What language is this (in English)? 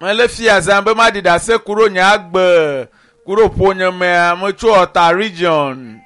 Ewe